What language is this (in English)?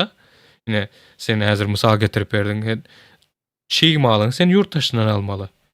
Turkmen